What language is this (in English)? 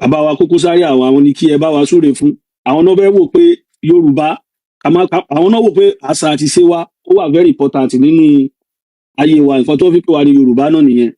Yoruba